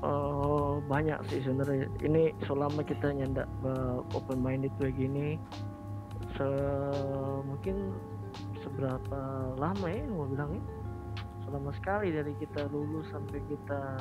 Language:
Manado Malay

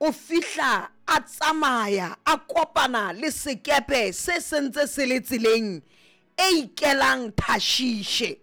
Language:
Southern Sotho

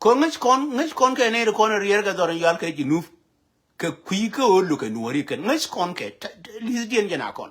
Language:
Nuer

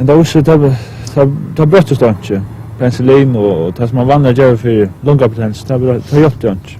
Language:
Faroese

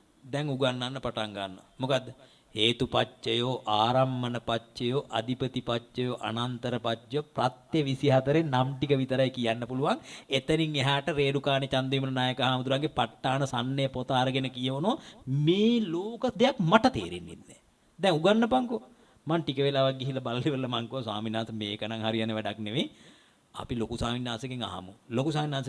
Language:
Sinhala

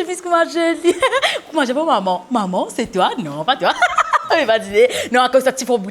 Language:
Morisyen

